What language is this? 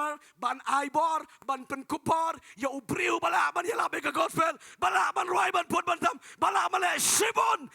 Khasi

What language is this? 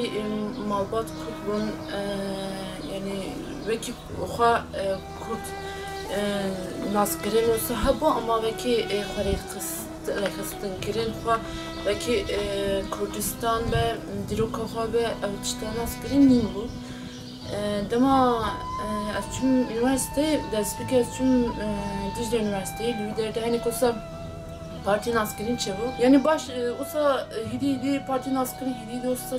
Kurdish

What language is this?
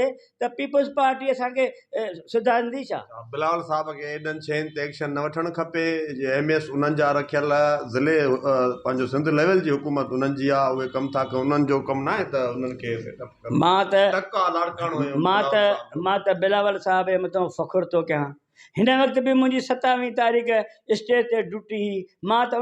Sindhi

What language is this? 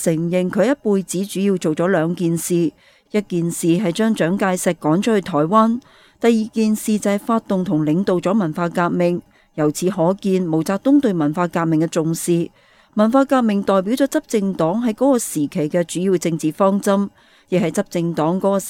Cantonese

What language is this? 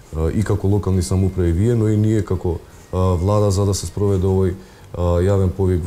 Macedonian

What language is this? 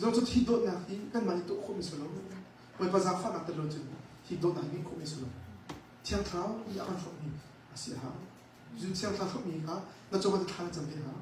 Hakha Chin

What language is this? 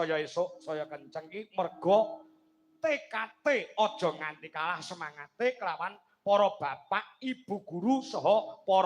Javanese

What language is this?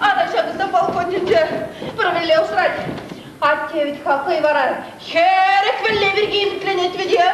Chuvash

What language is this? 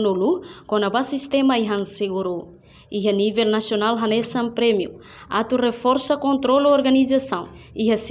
Tetum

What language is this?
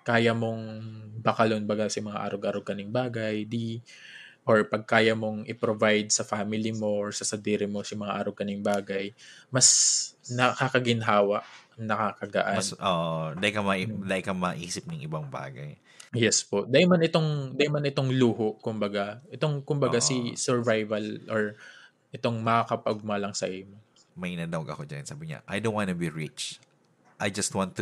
Bikol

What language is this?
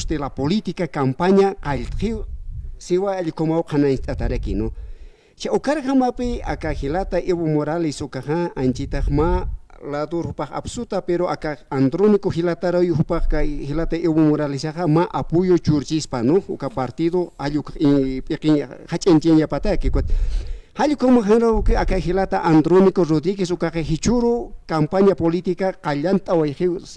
Aymara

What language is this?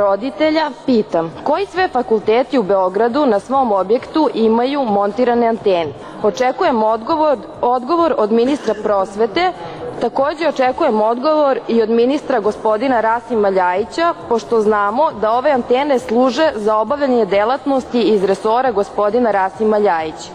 Serbian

